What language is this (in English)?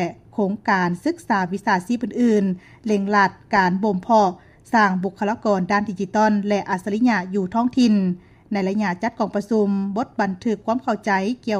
Lao